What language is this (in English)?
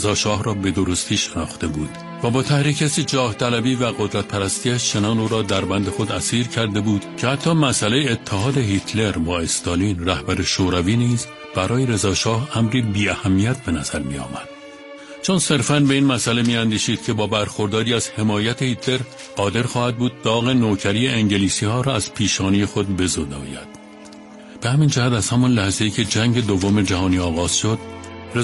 Persian